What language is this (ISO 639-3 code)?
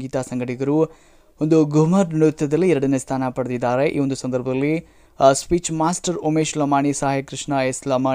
kan